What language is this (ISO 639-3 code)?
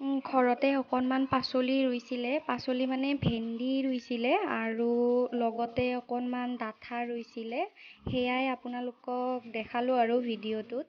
asm